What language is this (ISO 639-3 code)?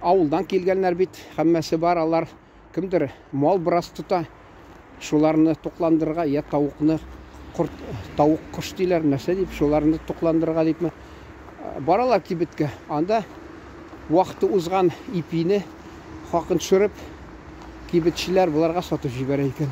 tat